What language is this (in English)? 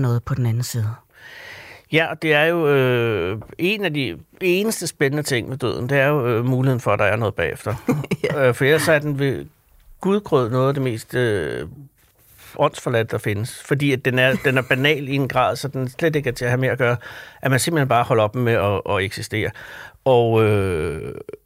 Danish